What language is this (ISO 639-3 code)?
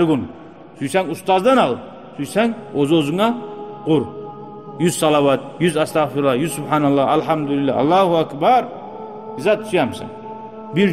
kum